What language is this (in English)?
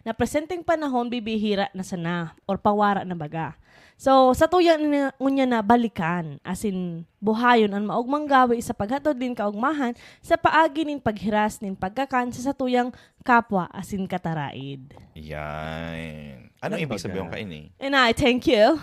Bikol